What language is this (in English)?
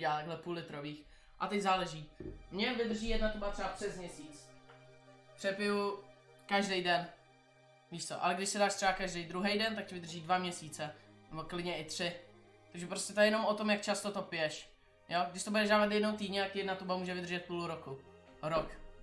Czech